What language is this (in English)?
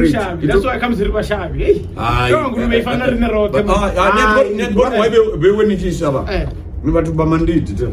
Venda